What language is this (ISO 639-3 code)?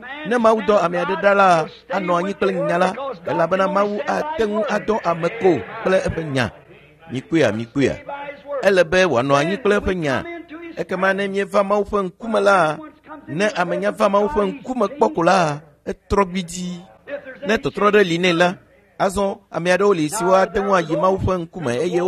ewe